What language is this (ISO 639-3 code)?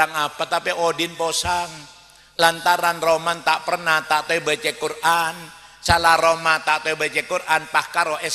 mad